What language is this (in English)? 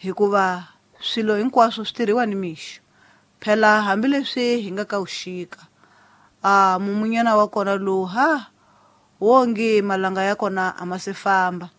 Tsonga